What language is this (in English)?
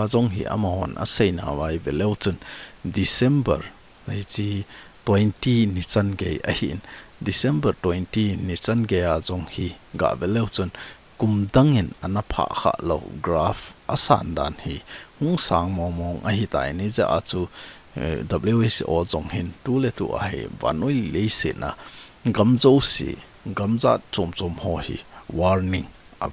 Thado Chin